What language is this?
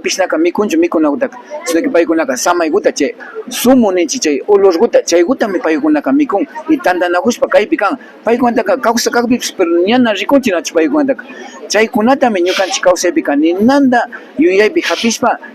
Imbabura Highland Quichua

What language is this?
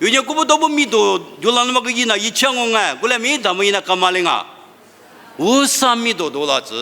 Lisu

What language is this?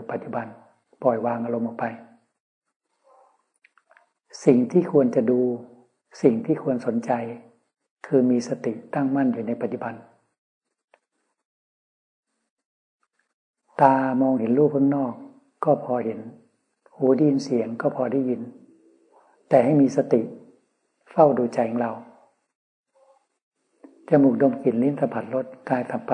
Thai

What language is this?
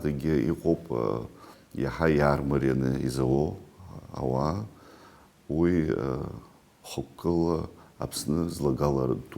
Abkhazian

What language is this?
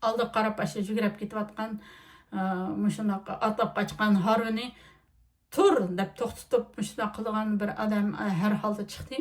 Uyghur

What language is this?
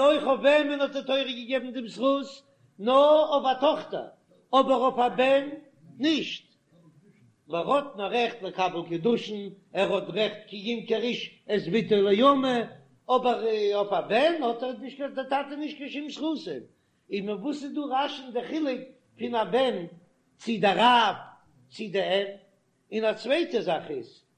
Yiddish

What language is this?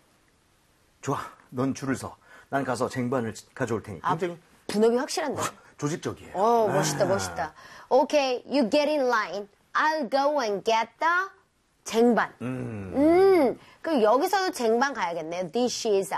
Korean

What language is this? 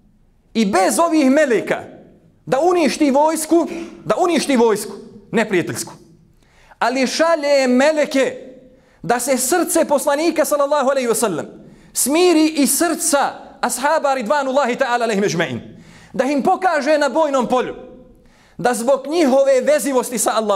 Bosnian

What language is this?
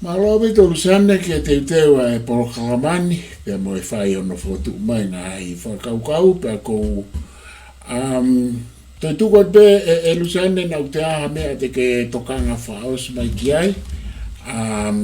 Tongan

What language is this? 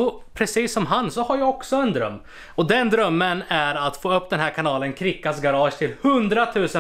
Swedish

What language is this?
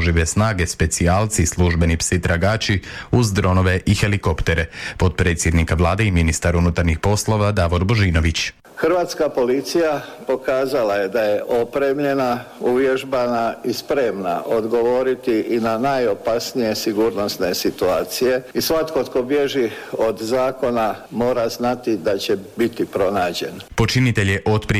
Croatian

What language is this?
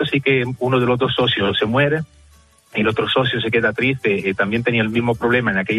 Spanish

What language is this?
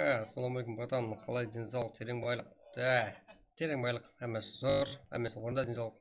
Kara-Kalpak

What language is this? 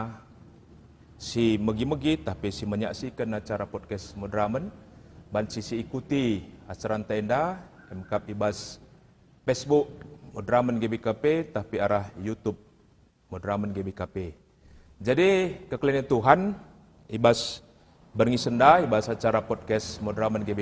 Batak Karo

